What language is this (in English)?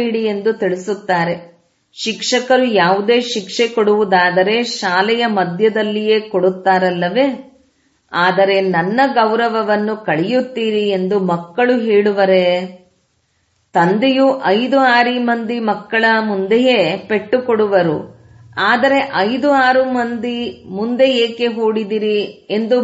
Kannada